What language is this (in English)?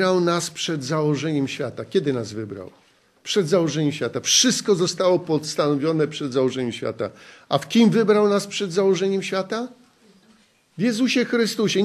Polish